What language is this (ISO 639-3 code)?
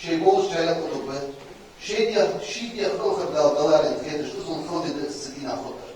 inh